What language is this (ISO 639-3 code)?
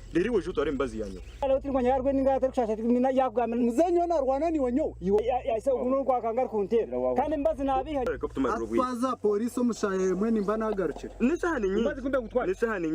nyn